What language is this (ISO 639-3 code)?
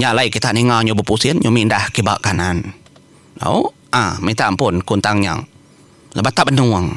iba